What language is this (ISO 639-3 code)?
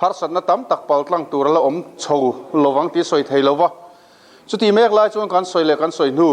lus